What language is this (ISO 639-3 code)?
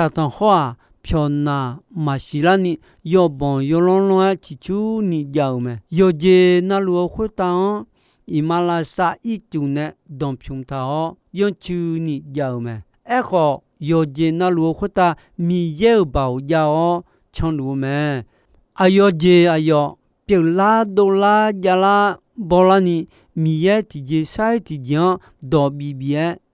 ahk